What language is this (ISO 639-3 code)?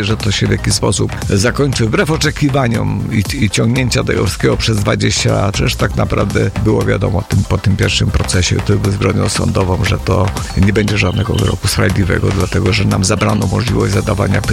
pol